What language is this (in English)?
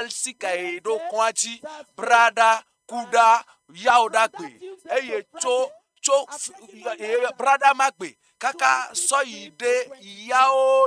Ewe